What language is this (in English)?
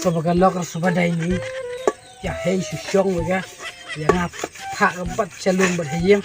Khasi